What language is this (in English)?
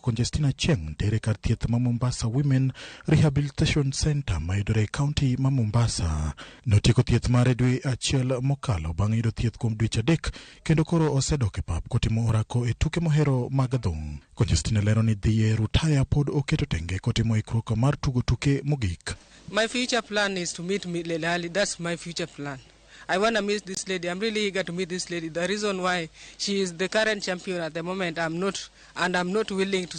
Luo (Kenya and Tanzania)